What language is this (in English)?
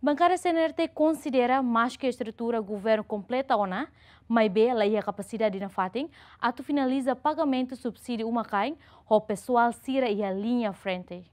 Tetum